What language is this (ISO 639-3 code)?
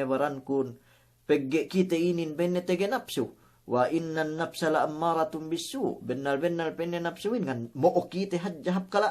yka